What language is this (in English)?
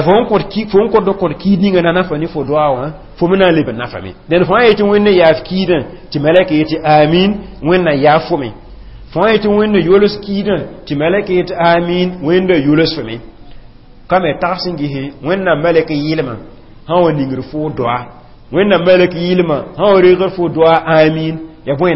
Mossi